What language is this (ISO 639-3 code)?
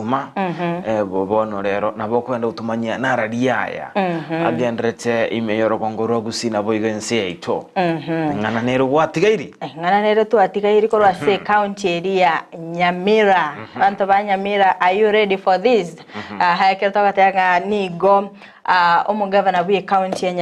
guz